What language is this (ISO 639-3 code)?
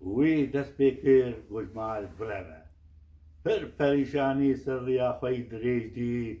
kur